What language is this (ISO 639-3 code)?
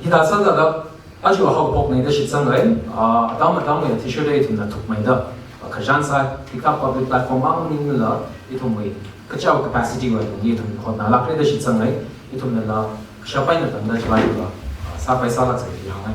nmf